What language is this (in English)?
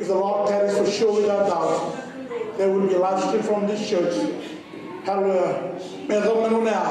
Fijian